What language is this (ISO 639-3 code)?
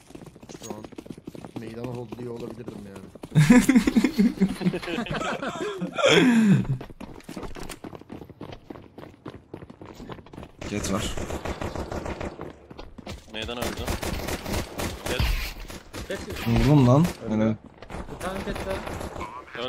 tur